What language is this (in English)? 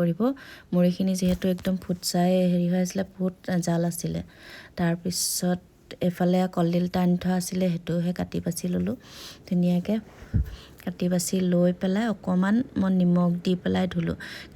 Assamese